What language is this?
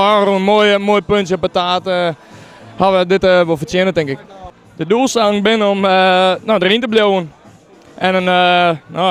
Western Frisian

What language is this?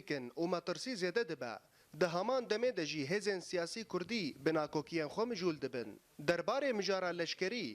Kurdish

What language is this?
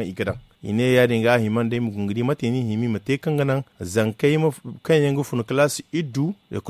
Zarma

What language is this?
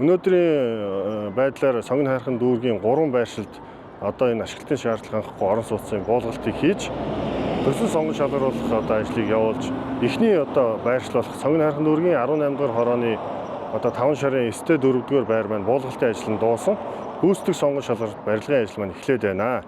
Mongolian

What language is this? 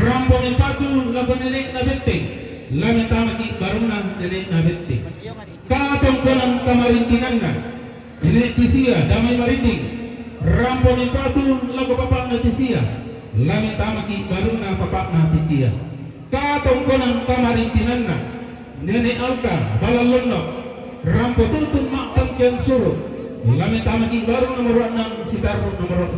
Toraja-Sa'dan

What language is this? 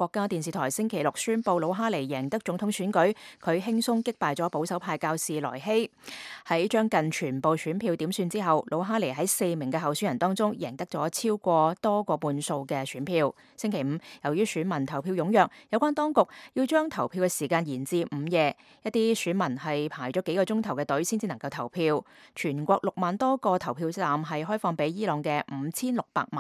Cantonese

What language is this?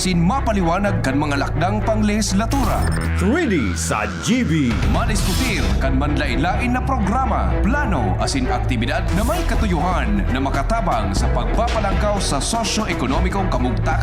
Bikol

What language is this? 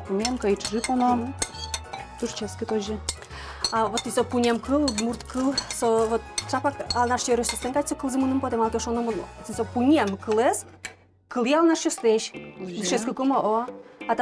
Udmurt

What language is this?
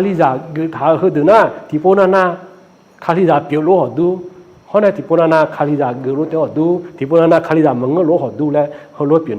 Akha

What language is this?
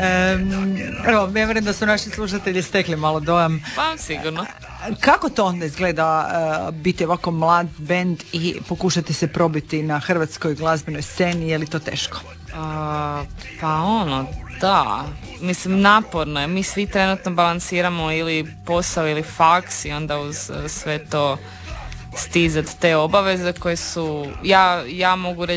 Croatian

